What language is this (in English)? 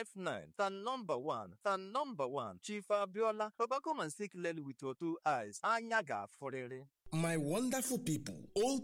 Igbo